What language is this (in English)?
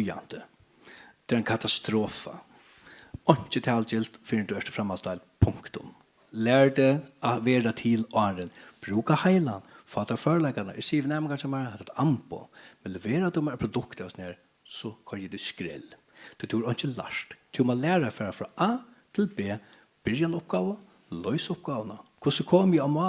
Faroese